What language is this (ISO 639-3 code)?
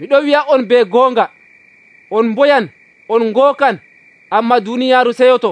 fuv